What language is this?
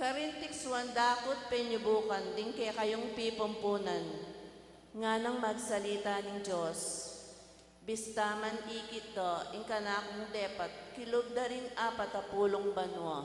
Pampanga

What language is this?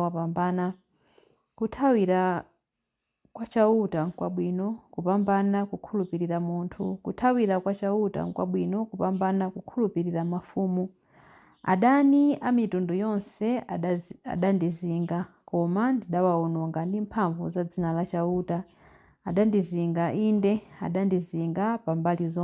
Nyanja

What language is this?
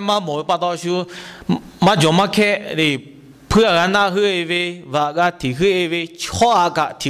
Lahu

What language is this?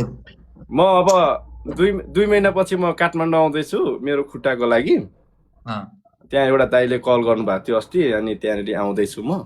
Nepali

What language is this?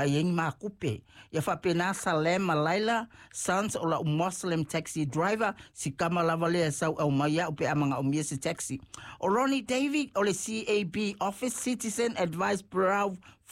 Samoan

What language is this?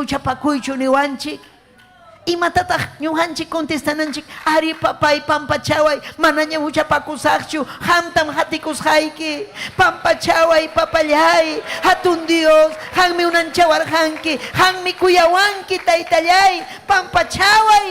Ayacucho Quechua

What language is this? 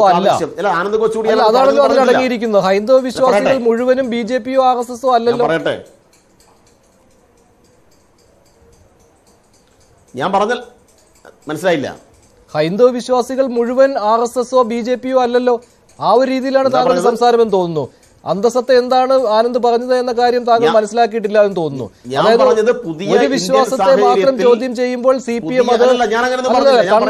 Malayalam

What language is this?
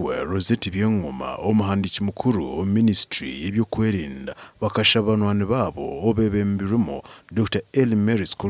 Nyankole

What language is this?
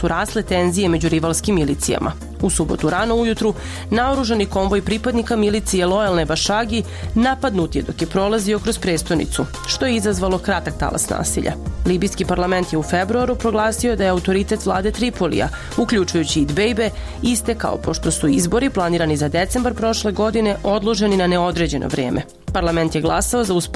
Serbian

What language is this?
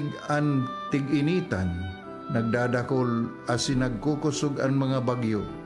Bikol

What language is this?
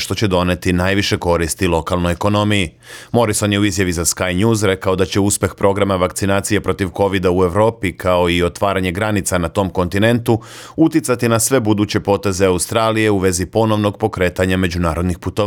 Serbian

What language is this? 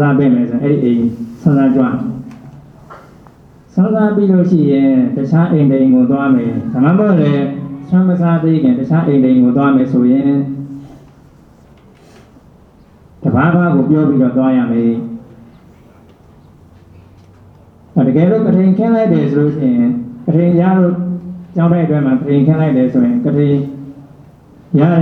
Burmese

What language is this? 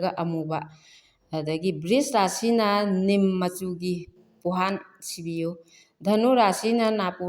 Manipuri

